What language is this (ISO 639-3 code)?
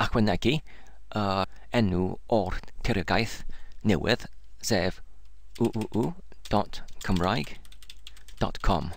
cym